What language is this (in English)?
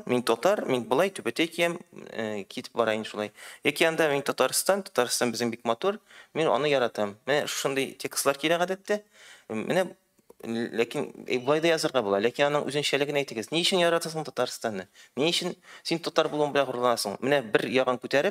Tatar